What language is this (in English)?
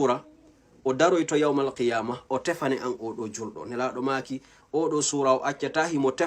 Fula